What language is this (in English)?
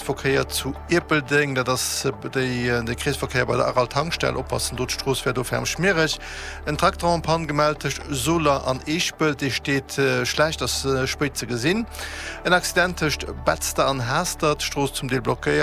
Luxembourgish